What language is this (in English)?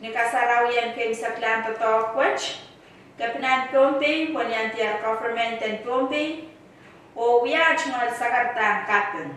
Pohnpeian